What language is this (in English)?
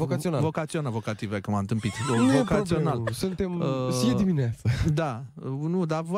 Romanian